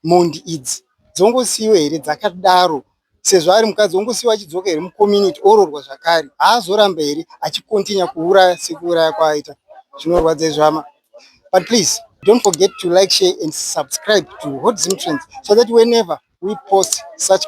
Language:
Shona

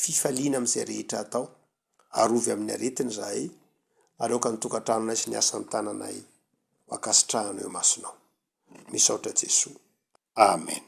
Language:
Malagasy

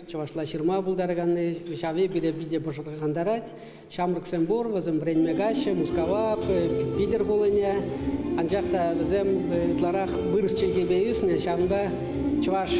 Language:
Chuvash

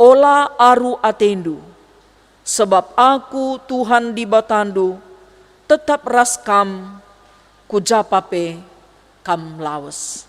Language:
Batak Karo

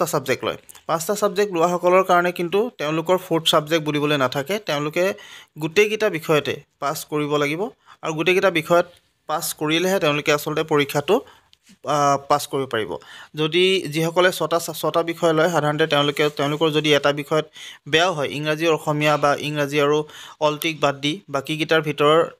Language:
Assamese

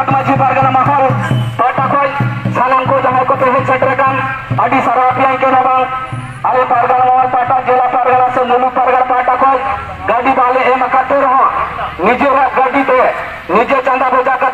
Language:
Santali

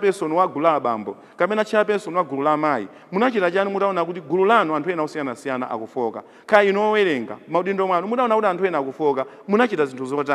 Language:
Nyanja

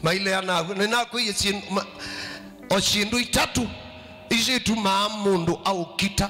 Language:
Kamba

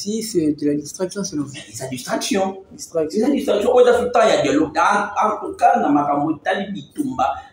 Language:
French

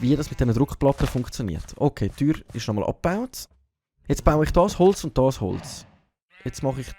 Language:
Swiss German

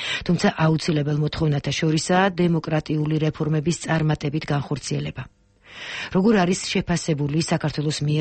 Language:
Georgian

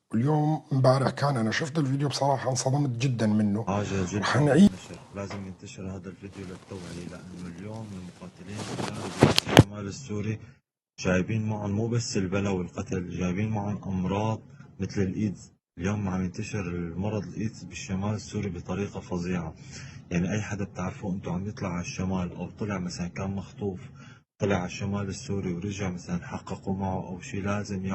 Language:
North Levantine Arabic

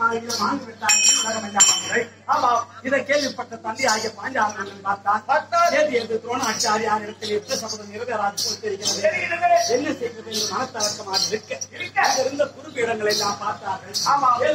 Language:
Tamil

